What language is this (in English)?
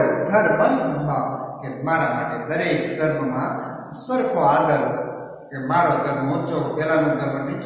Gujarati